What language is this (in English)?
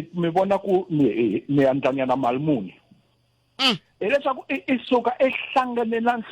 Tsonga